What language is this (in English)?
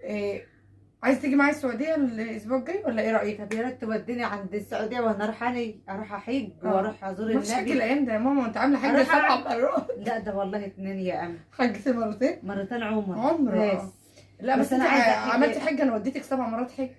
Egyptian Arabic